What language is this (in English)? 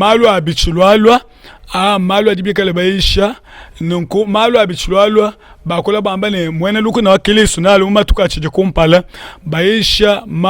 Luba-Lulua